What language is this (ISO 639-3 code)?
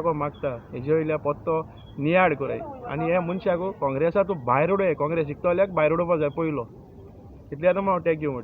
kok